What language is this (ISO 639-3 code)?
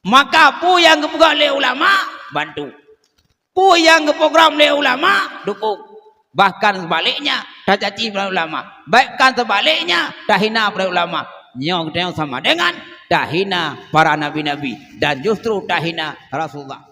ace